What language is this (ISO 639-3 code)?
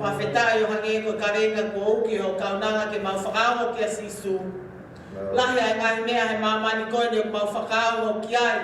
ton